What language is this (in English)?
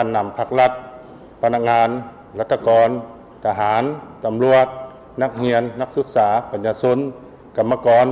Lao